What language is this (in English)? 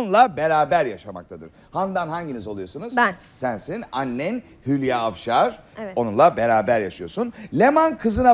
Turkish